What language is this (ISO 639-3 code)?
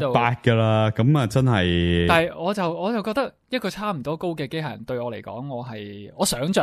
yue